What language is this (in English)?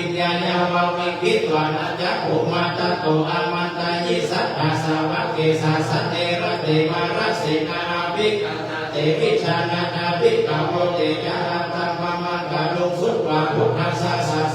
Pali